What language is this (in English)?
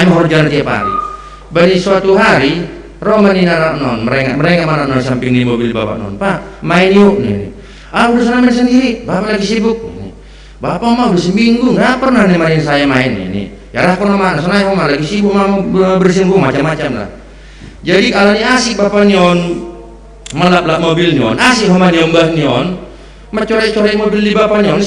Batak Simalungun